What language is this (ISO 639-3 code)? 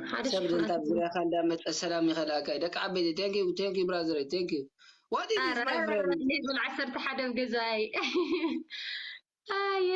tir